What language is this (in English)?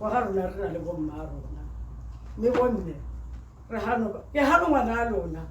Tswana